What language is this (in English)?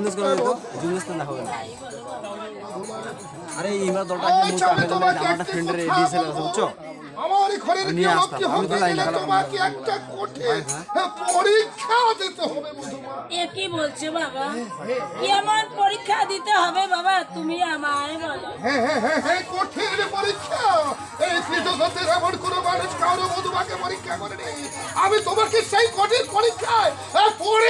Bangla